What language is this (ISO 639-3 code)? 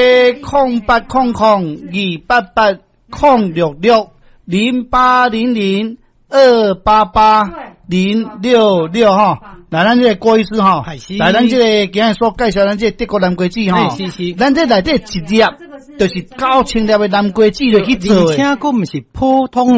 nan